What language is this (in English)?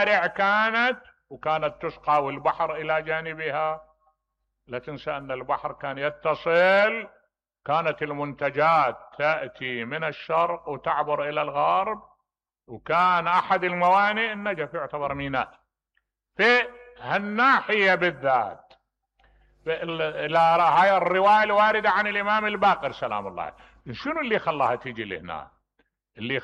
Mesopotamian Arabic